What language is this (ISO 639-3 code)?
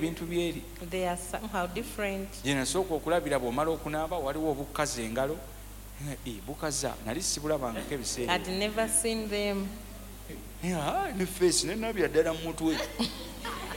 lug